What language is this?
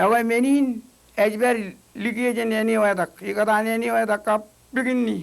Marshallese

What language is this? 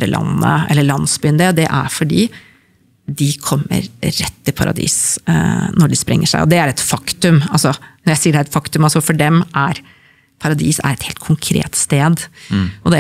Norwegian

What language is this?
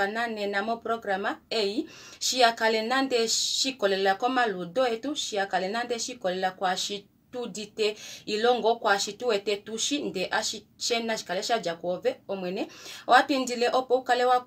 Kuanyama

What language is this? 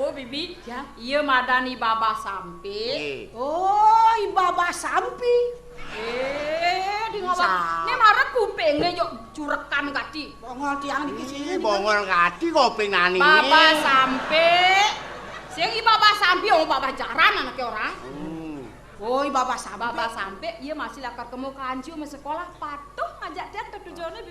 Balinese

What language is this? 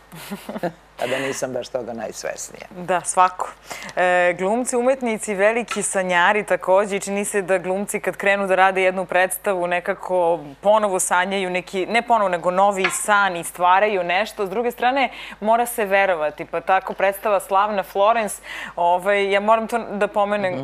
Serbian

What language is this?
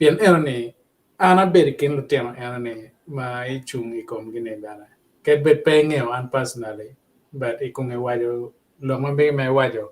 Acoli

